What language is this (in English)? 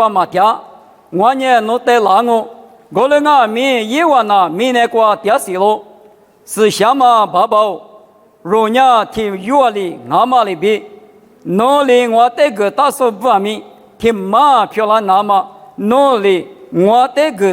Lisu